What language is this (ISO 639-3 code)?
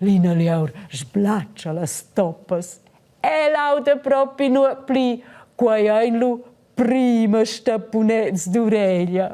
roh